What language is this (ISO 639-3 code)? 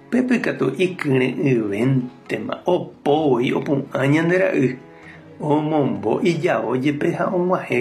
grn